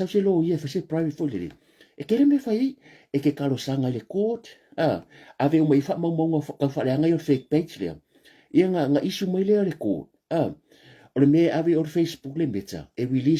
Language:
Samoan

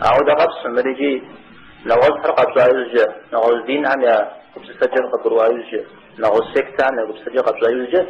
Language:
Kabardian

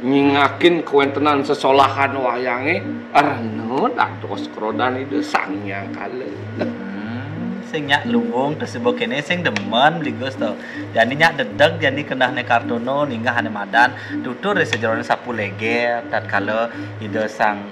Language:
Balinese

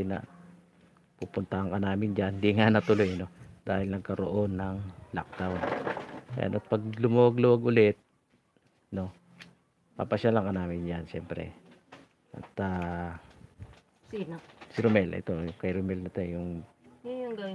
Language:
Filipino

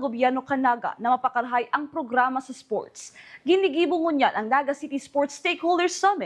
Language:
Bikol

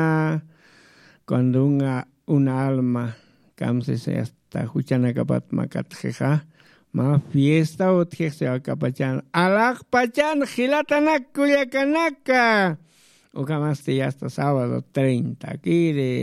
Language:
Aymara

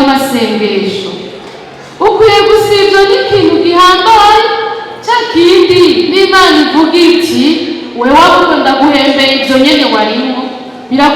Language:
Rundi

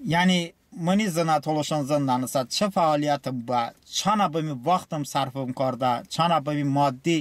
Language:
Talysh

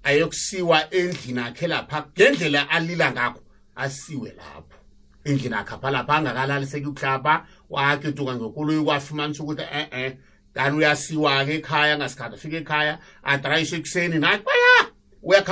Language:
South Ndebele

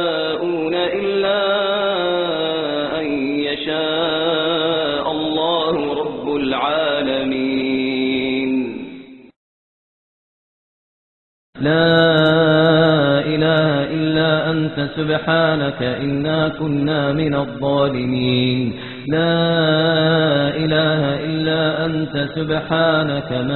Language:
Arabic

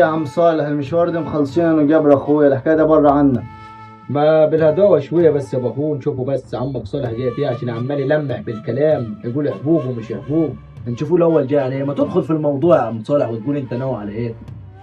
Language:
Egyptian Arabic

